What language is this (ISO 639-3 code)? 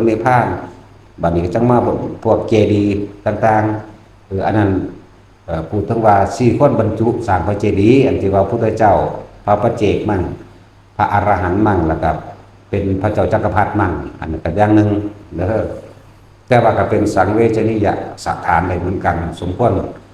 tts